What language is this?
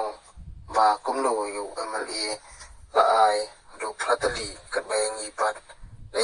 Khasi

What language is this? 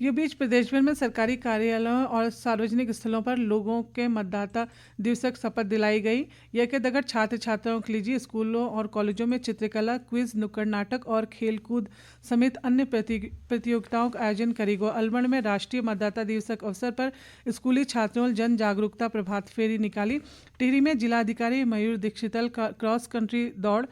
Garhwali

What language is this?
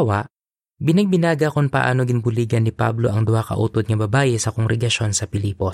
Hiligaynon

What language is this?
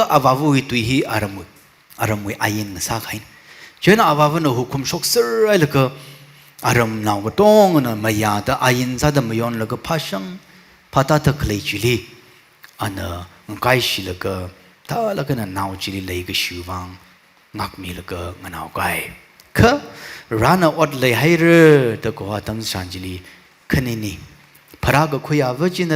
Tangkhul Naga (India)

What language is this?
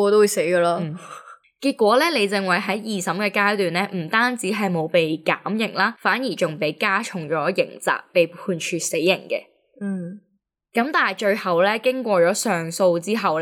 Cantonese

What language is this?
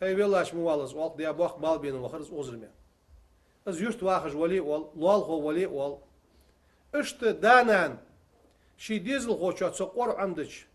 Ingush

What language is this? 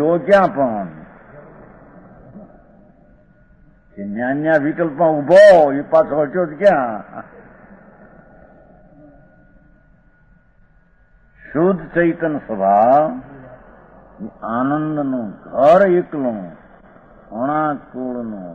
Gujarati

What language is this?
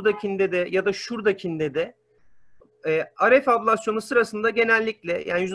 Turkish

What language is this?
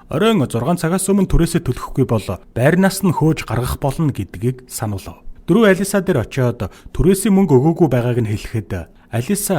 Mongolian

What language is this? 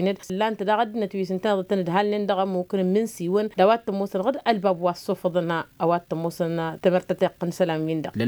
Tamasheq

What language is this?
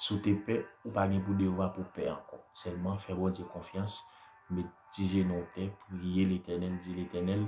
Haitian Creole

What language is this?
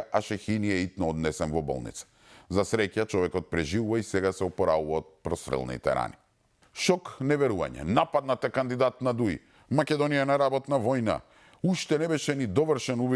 Macedonian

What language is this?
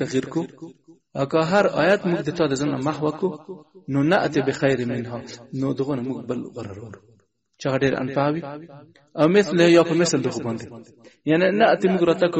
Pashto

